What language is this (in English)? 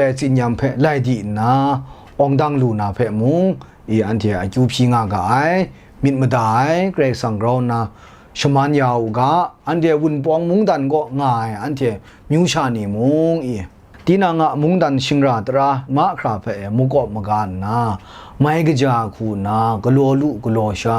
Kachin